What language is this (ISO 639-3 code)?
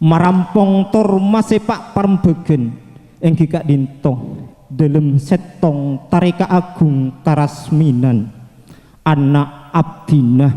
mad